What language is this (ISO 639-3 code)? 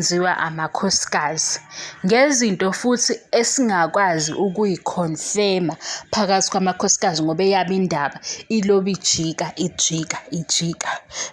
zul